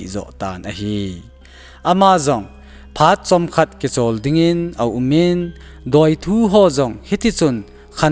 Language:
Thado Chin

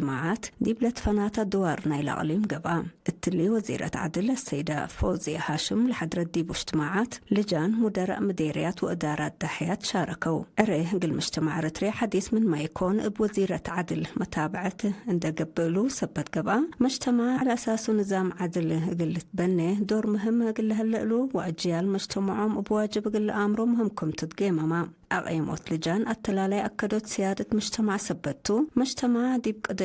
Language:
Tigre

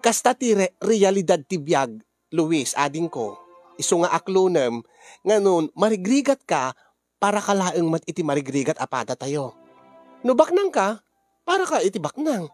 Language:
Iloko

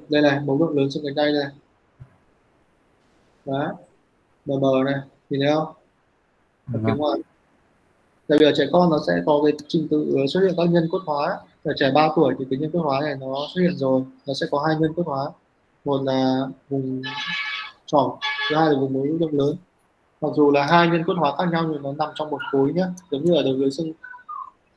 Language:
Vietnamese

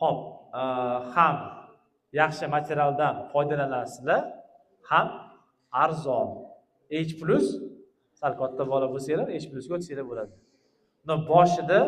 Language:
Uzbek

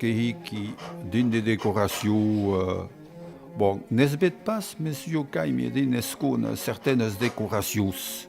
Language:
Occitan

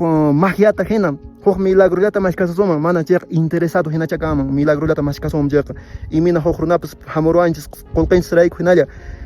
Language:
Quechua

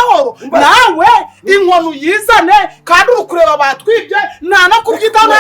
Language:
Kinyarwanda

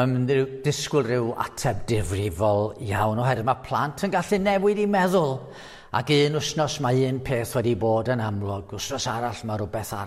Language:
Welsh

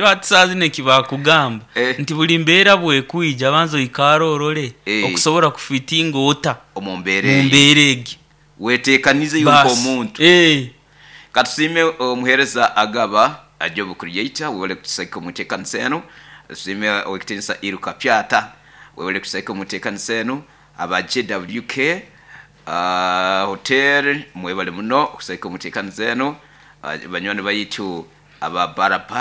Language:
Nyoro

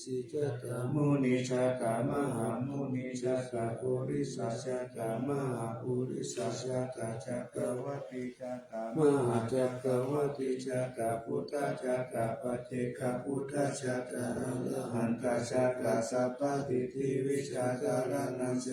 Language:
Pali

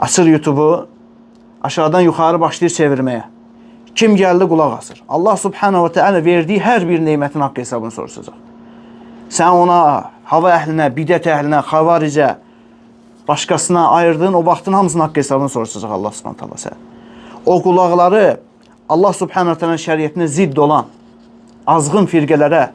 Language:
Azerbaijani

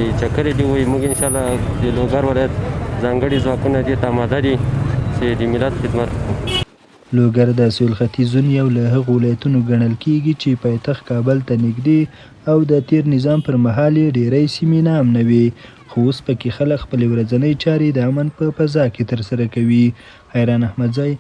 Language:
Pashto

